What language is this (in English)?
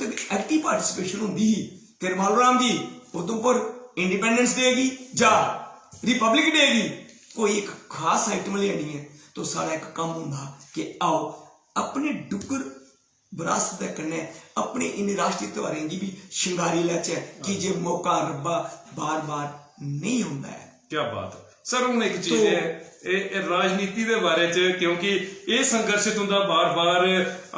Dogri